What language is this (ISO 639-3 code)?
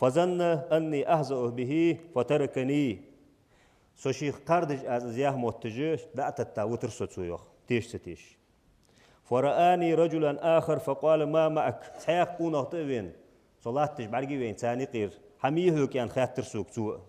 inh